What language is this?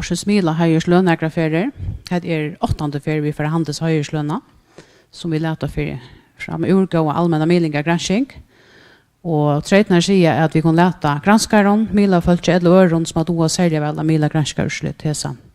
Faroese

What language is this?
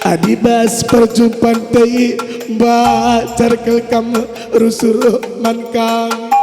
Batak Karo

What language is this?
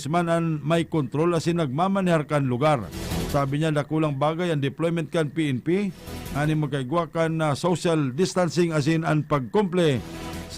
Bikol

